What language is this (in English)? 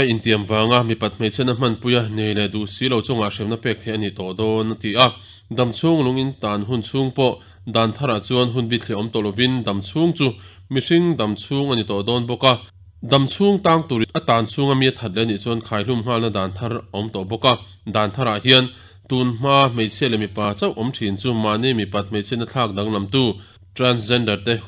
Mizo